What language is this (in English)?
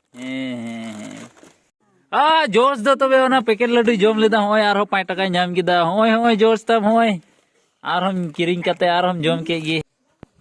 Santali